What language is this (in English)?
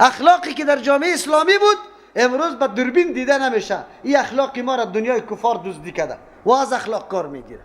Persian